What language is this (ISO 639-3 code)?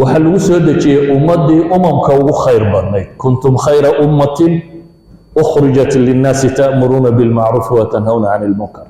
som